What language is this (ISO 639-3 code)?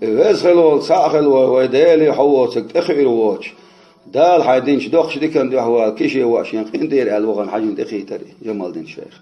che